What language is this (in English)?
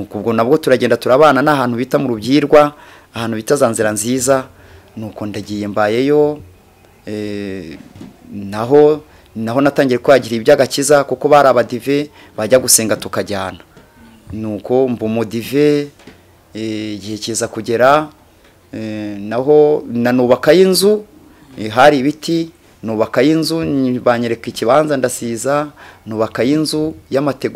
Kinyarwanda